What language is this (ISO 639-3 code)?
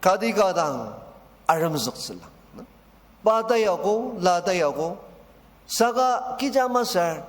njo